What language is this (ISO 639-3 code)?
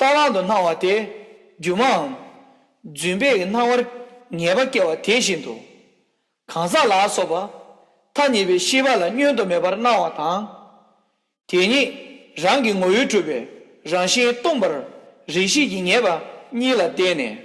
bod